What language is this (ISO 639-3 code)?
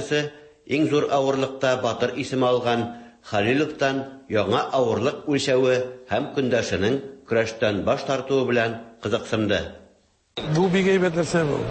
tat